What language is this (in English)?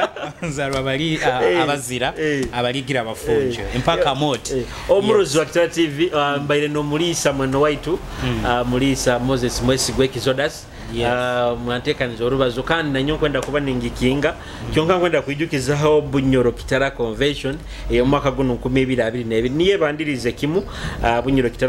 Nyoro